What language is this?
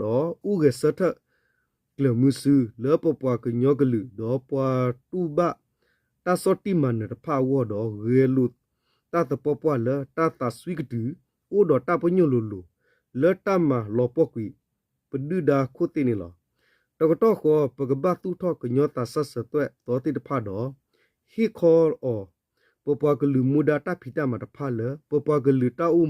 S'gaw Karen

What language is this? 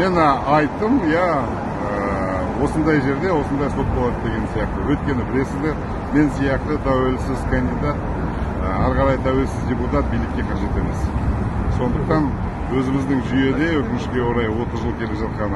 Kazakh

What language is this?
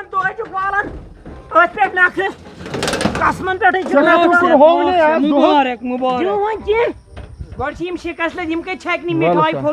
Kashmiri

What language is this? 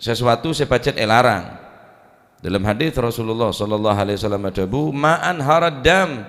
Madurese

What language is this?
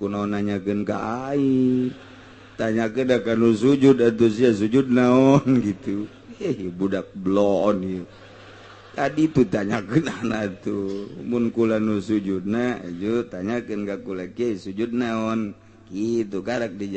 Sundanese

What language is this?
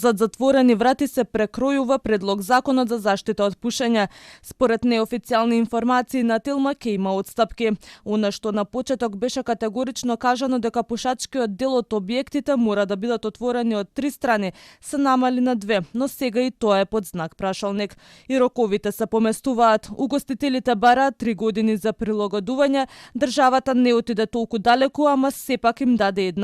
Macedonian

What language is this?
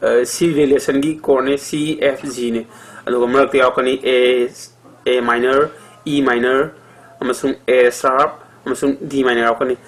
Manipuri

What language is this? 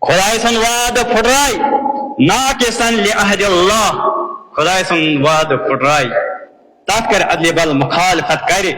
Kashmiri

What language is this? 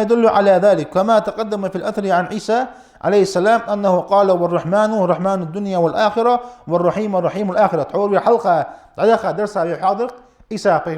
Ingush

